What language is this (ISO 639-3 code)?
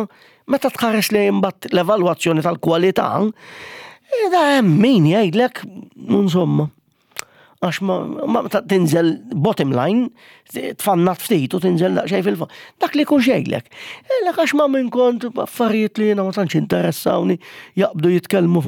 mlt